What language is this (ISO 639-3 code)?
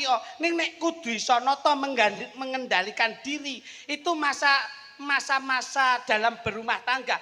jav